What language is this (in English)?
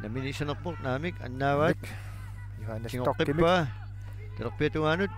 Kalaallisut